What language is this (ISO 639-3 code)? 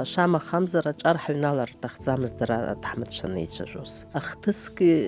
abk